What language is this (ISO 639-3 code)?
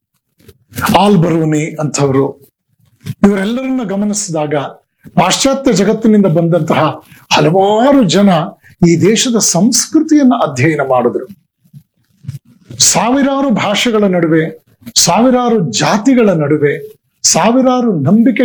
kan